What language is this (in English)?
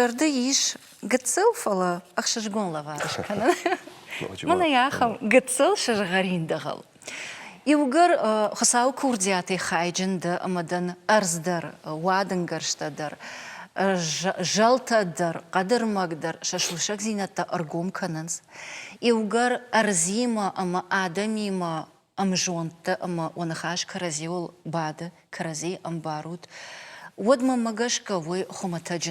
Ossetic